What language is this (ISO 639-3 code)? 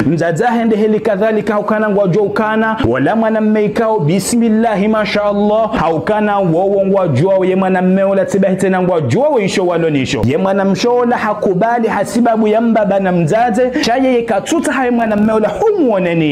zdj